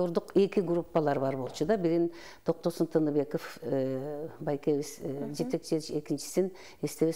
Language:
Kyrgyz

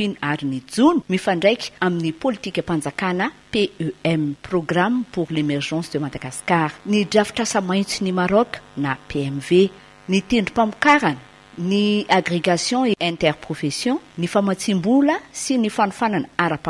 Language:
Malagasy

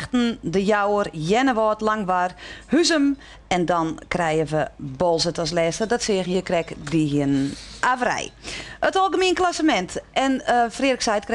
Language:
Western Frisian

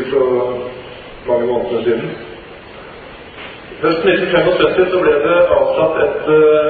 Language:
Norwegian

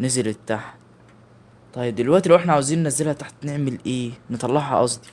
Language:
Egyptian Arabic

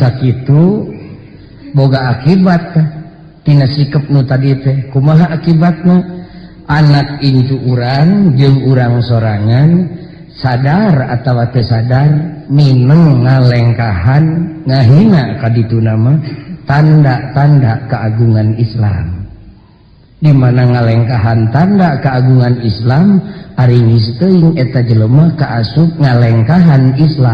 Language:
Sundanese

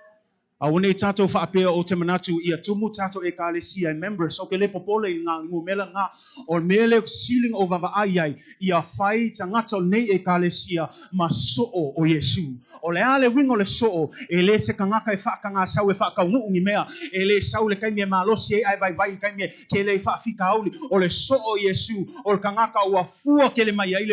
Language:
Samoan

